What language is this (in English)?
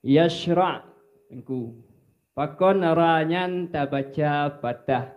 Achinese